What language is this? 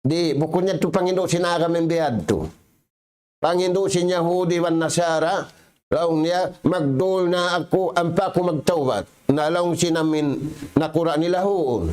Tausug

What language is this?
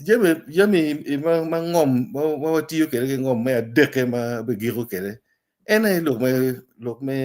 Acoli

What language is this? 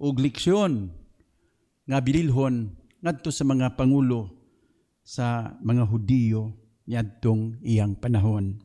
Cebuano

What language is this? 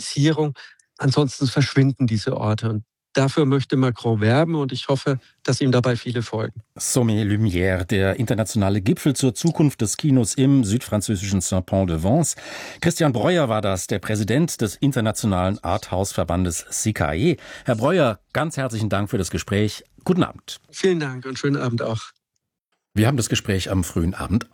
German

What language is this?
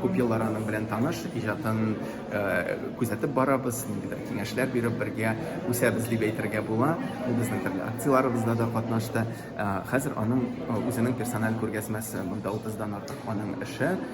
Tatar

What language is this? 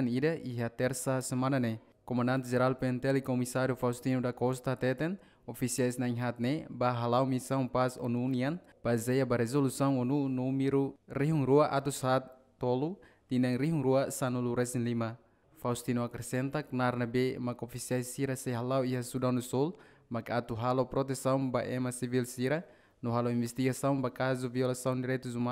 Tetum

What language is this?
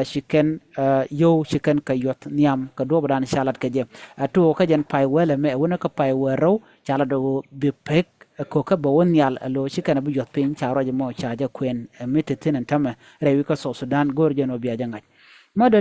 Nuer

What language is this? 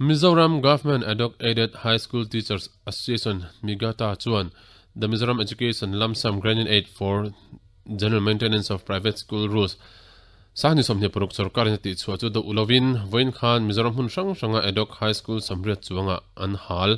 Mizo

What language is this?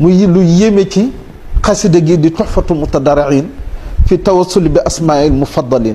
Wolof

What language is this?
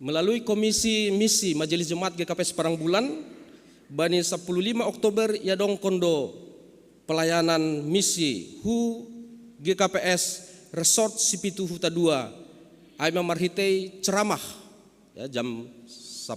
Batak Simalungun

